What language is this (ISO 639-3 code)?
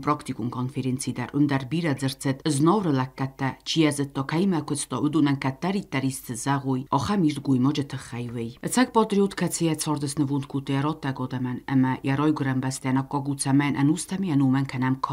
oss